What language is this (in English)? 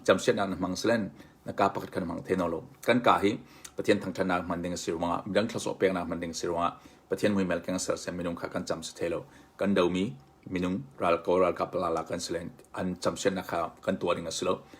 Hakha Chin